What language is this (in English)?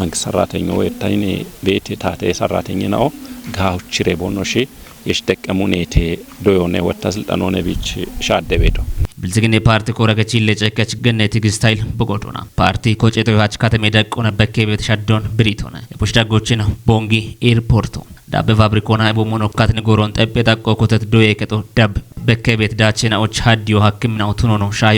Kafa